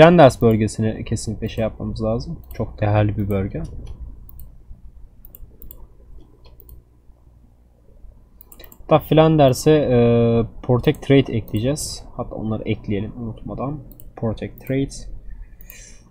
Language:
Turkish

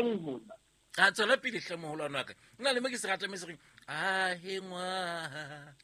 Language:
Southern Sotho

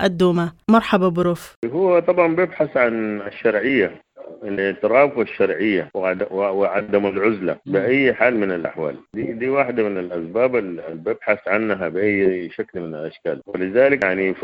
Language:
Sudanese Arabic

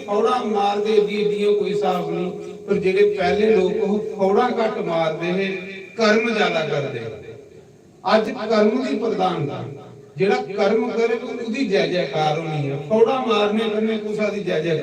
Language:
Dogri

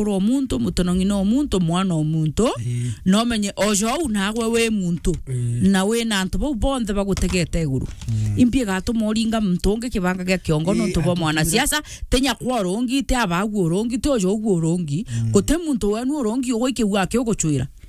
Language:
Meru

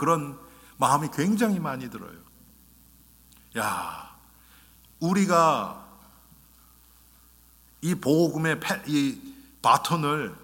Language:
Korean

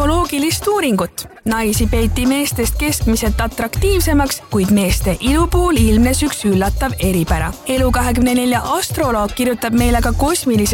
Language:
Estonian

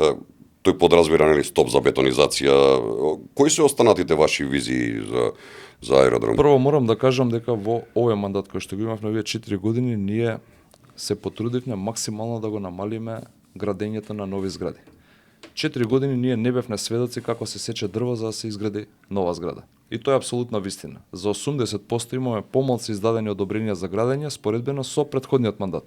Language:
Macedonian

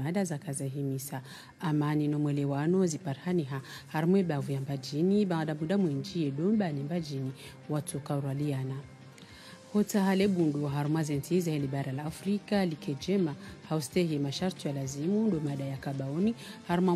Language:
Swahili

